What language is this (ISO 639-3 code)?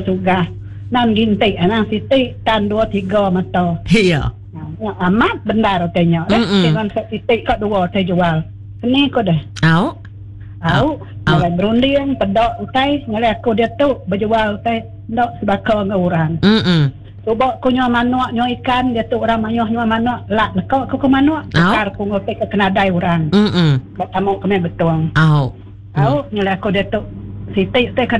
iba